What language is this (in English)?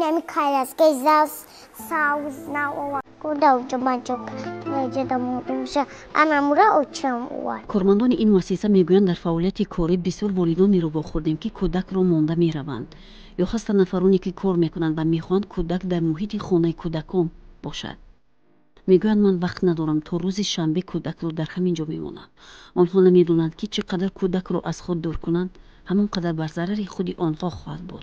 Tajik